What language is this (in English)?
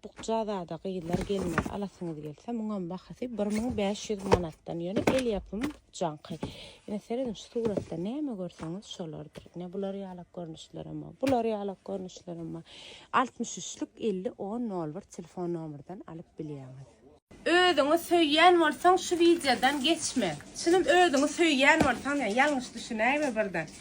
Turkmen